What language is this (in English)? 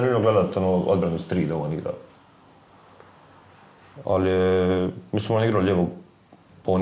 Bosnian